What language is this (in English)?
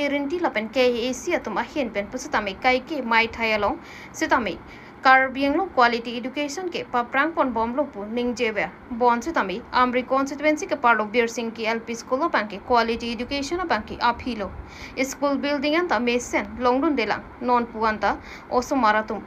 Karbi